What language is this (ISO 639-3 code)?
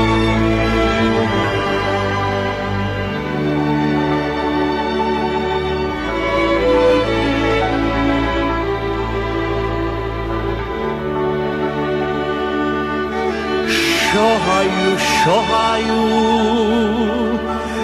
slk